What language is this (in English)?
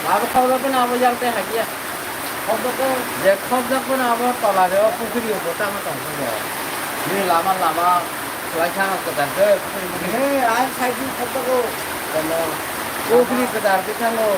Kok Borok